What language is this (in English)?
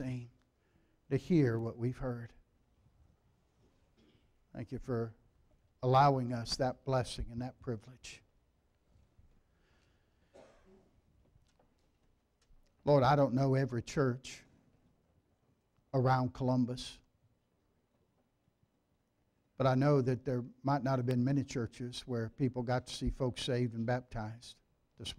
English